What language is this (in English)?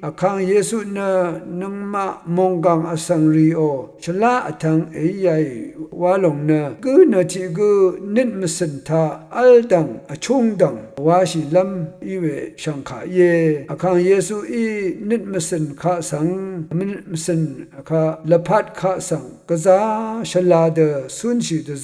Rawang